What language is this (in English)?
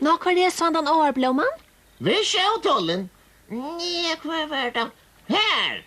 Faroese